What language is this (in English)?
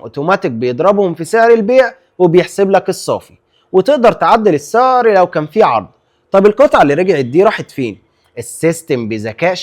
Egyptian Arabic